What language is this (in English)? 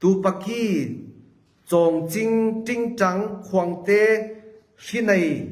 Falam Chin